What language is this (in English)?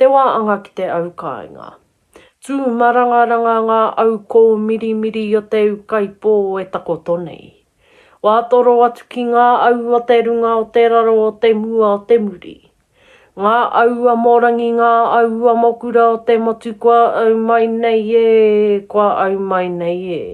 Māori